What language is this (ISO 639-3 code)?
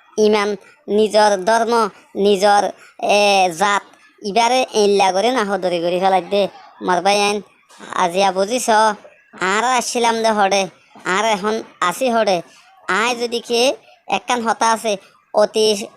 rhg